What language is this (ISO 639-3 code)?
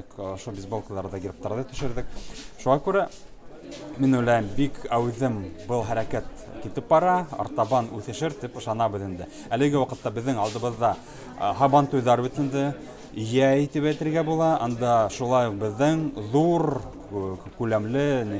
bak